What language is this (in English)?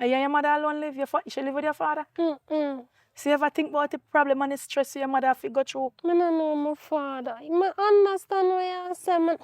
Jamaican Creole English